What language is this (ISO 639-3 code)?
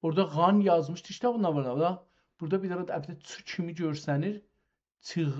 azb